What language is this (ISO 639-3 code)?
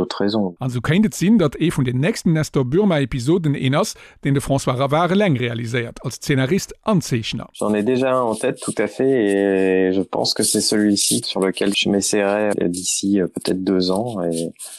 ltz